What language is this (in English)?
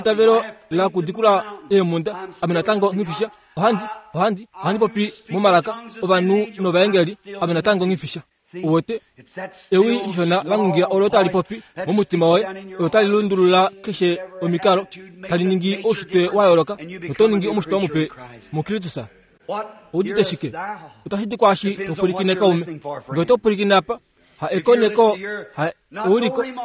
Kuanyama